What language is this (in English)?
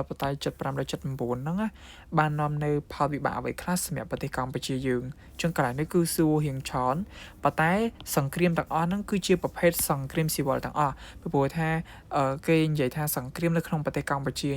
Khmer